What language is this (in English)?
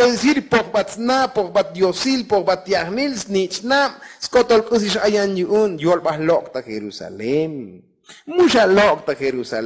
Tzotzil